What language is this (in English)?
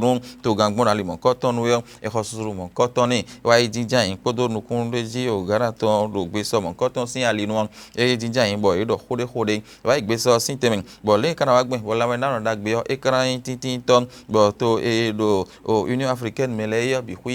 Fon